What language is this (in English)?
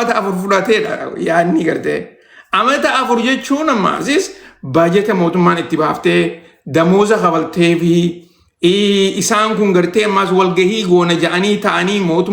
Oromo